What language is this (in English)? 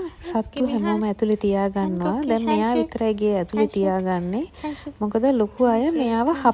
Sinhala